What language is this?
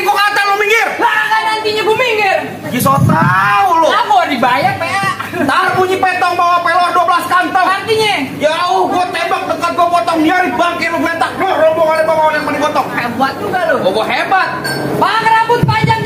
Betawi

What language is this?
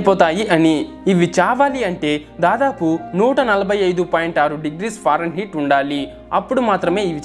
Telugu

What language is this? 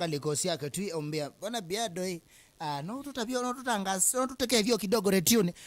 Kamba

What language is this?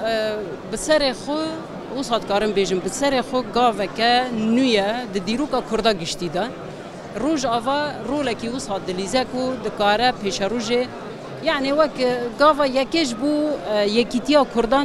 Kurdish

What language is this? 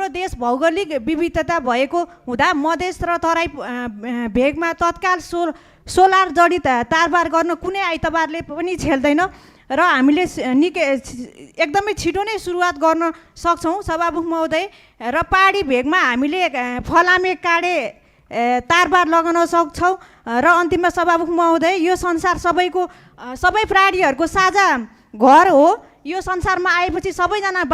Nepali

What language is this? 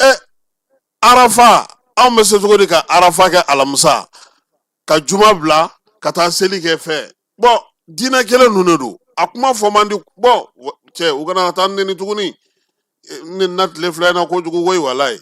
Bambara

